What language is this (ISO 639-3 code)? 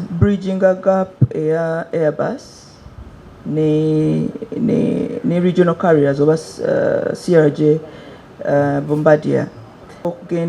lug